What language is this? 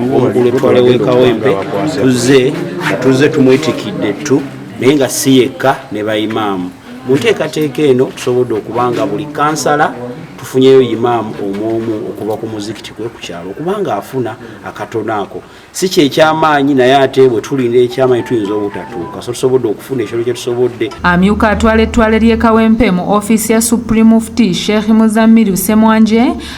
Ganda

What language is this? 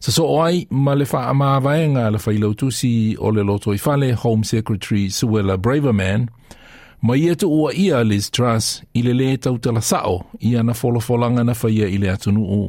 Samoan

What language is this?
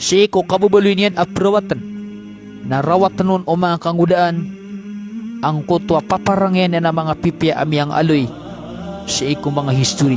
Maranao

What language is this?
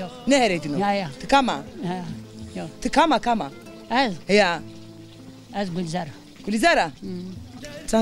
Zaza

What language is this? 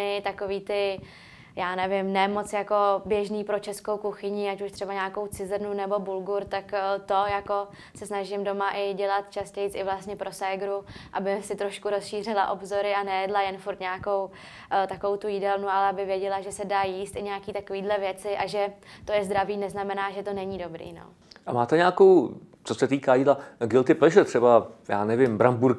Czech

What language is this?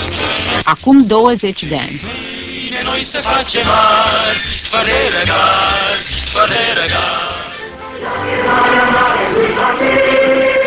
Romanian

